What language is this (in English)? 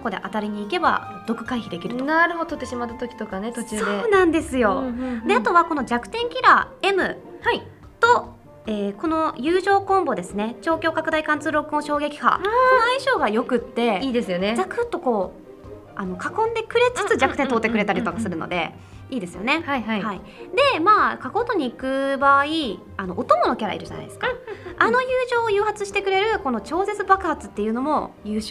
Japanese